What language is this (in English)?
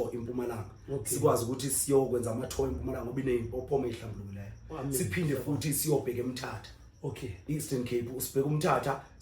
Zulu